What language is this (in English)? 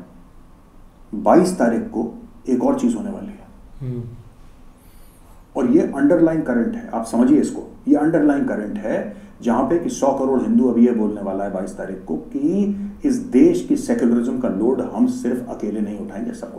Hindi